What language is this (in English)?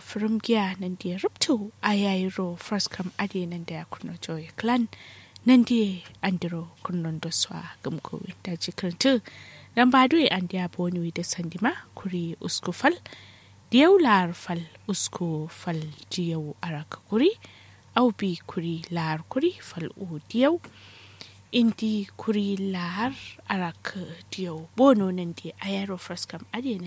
Kanuri